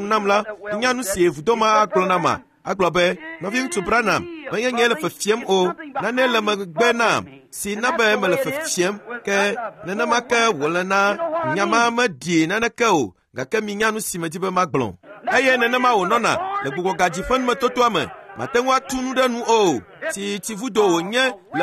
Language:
Ewe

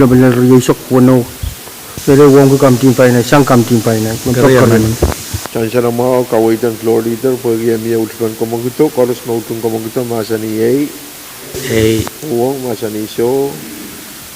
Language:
Pohnpeian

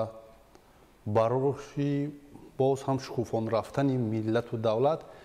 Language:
Tajik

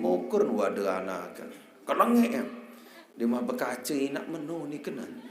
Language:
Sasak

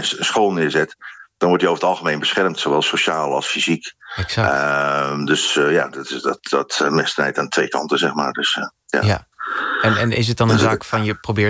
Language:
Dutch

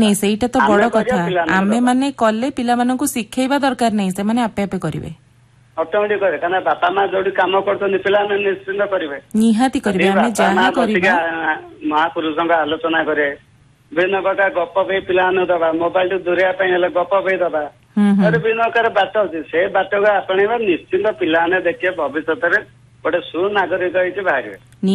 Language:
Odia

